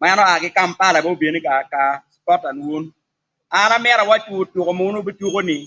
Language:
Acoli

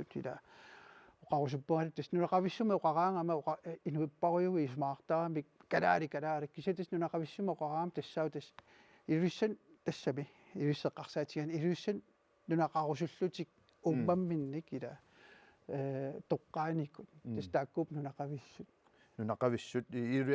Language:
Kalaallisut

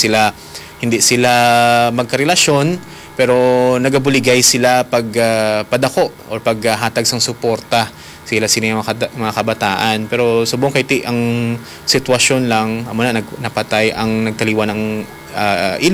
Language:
Hiligaynon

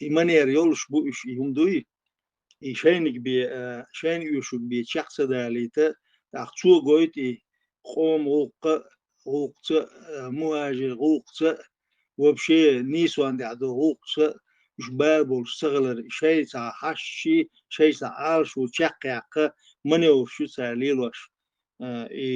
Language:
Chechen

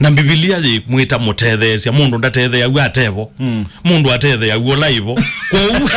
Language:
Kamba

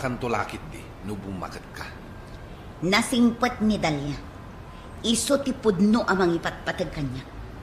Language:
Iloko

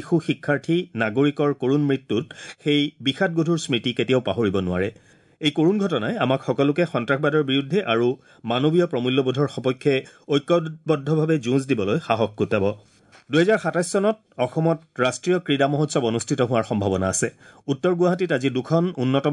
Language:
Assamese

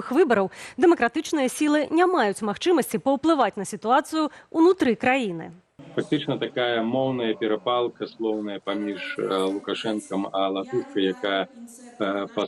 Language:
Belarusian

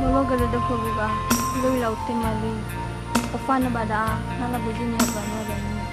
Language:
Nias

